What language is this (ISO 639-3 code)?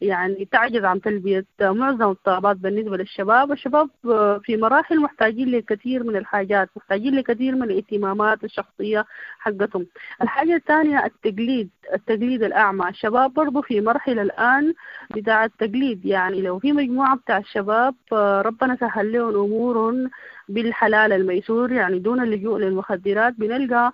apd